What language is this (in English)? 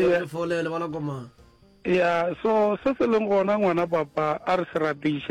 Northern Sotho